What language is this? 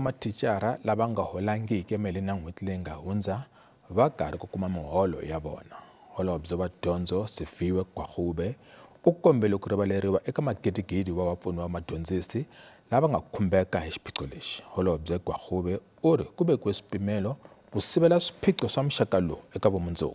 Tsonga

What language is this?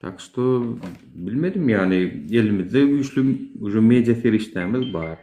Turkmen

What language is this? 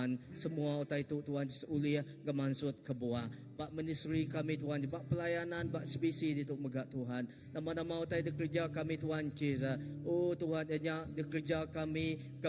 Iban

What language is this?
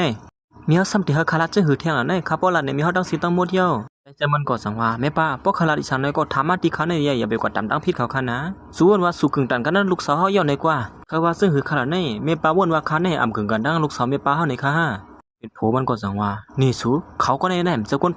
Shan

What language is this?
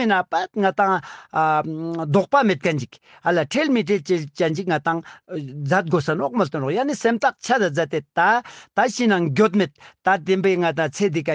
Ladakhi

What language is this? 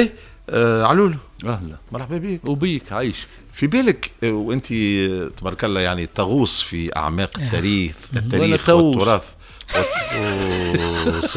Tunisian Arabic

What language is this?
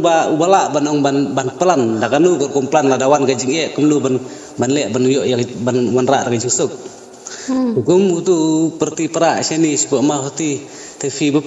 Khasi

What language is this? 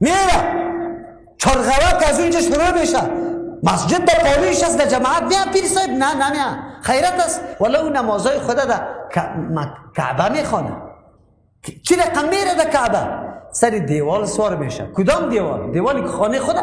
Persian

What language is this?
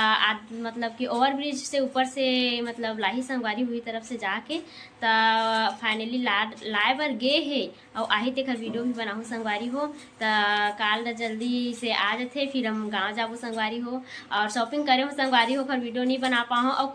Chhattisgarhi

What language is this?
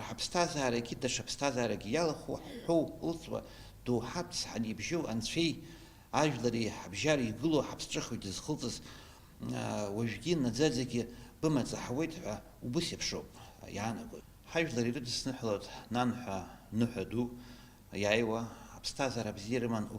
Abkhazian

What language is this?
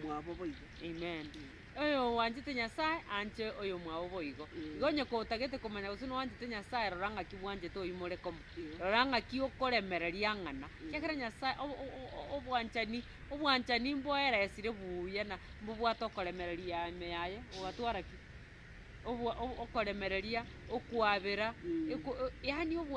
Gusii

